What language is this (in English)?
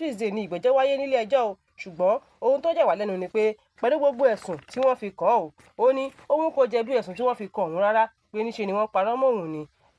Yoruba